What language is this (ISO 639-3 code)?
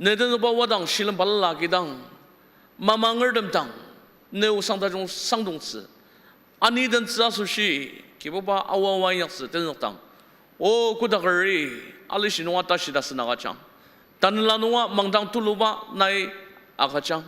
njo